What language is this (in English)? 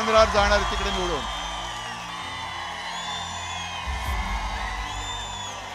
Marathi